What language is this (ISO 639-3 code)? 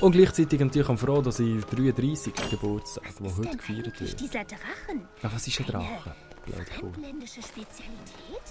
gsw